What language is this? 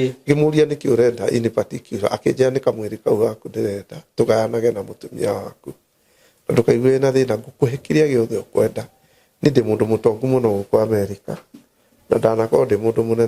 Kikuyu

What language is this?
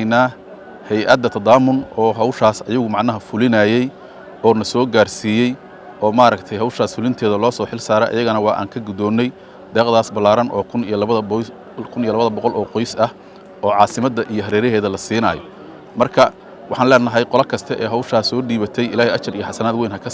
Somali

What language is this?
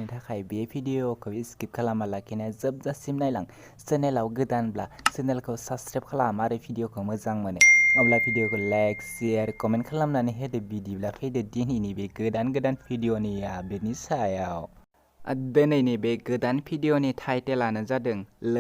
Bodo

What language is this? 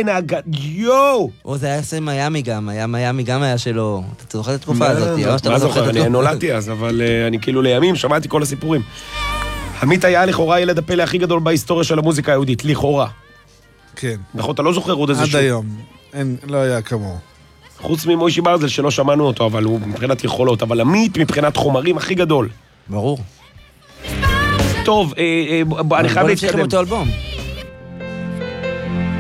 Hebrew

